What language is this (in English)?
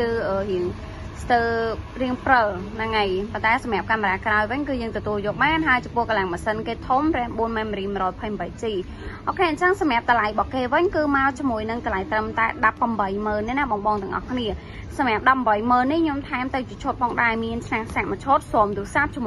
Khmer